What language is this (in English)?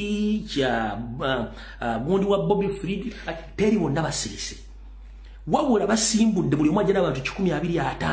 Ganda